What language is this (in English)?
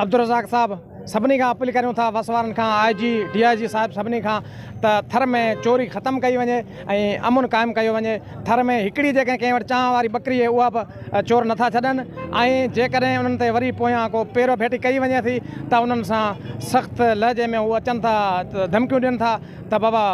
Sindhi